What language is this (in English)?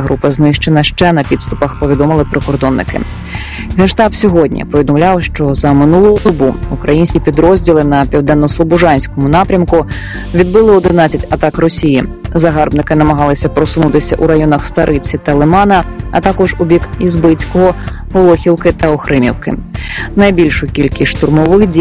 Ukrainian